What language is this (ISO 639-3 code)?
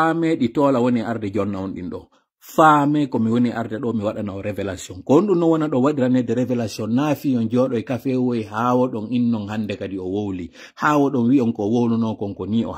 fuf